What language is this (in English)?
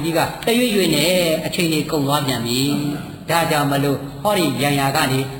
Burmese